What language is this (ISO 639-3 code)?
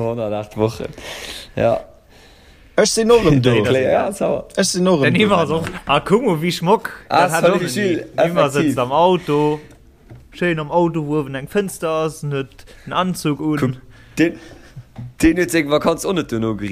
ltz